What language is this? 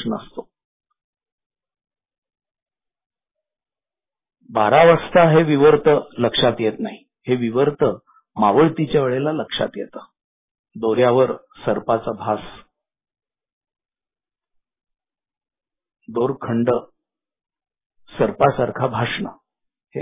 Marathi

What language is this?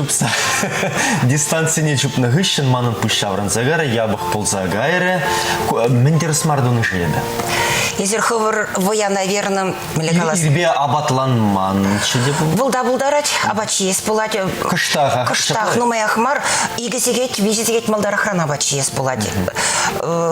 Chuvash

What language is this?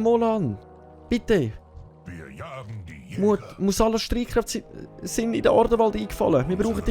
Swiss German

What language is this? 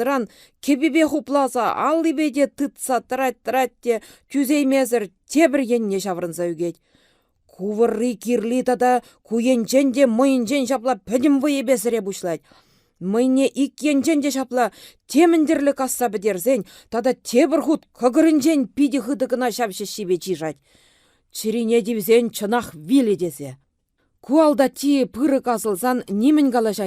Chuvash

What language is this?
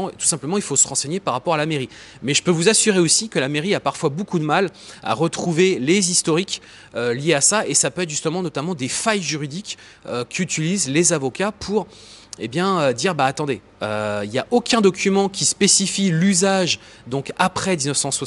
French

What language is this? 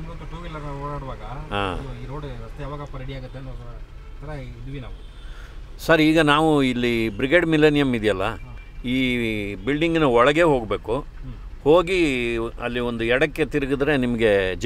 Kannada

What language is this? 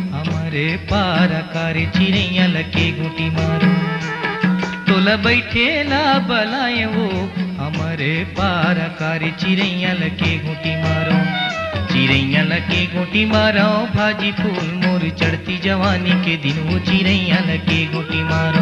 Chhattisgarhi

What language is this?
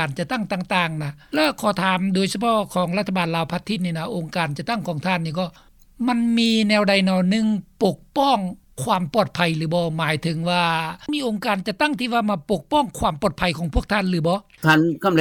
Lao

